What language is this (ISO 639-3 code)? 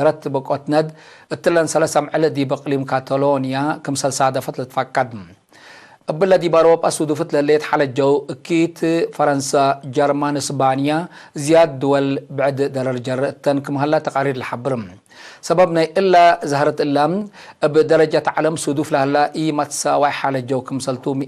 tig